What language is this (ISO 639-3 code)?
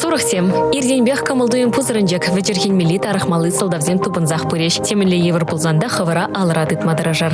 chv